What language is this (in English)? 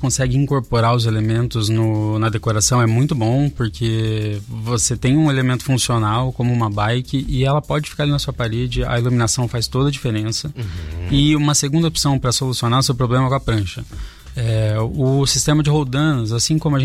Portuguese